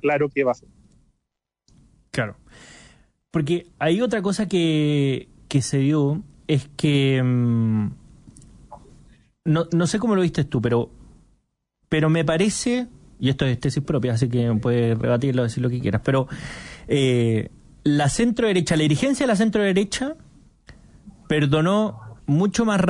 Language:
Spanish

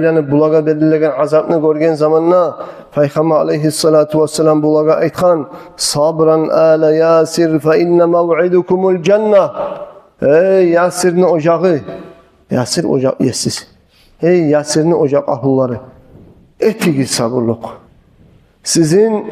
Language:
Kumyk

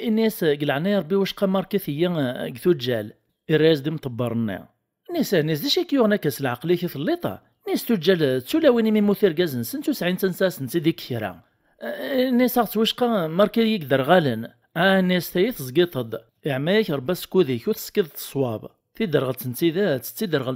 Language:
Kabyle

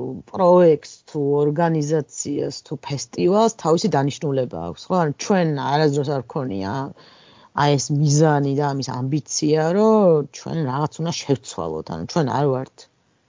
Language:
Georgian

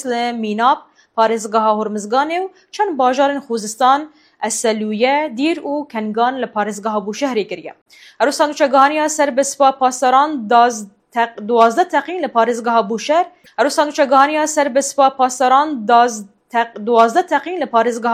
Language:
Kurdish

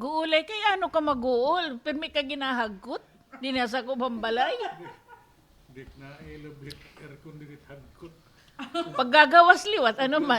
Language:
Waray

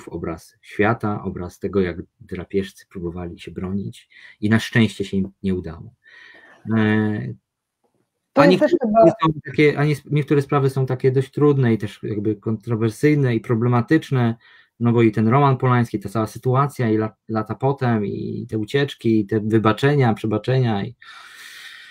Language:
Polish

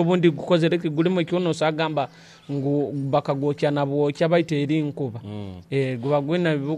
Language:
Nyoro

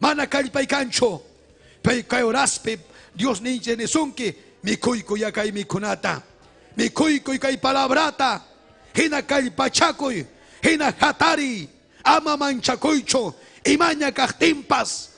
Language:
Ayacucho Quechua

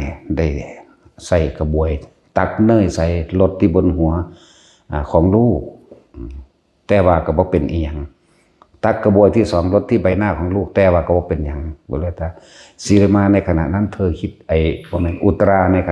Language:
Northeastern Thai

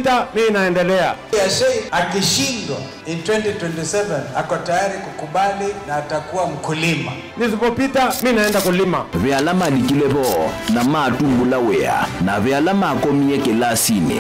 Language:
Kamba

